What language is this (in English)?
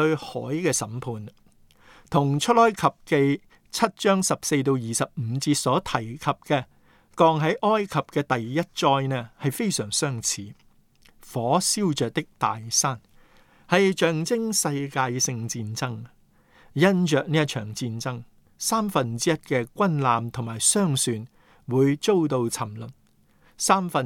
Cantonese